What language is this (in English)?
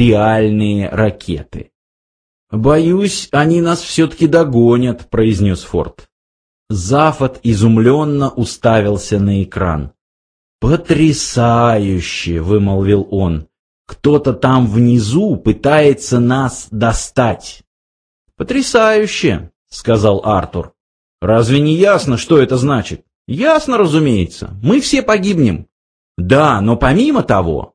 Russian